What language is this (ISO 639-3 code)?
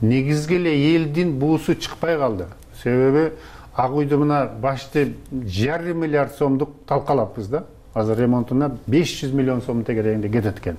kir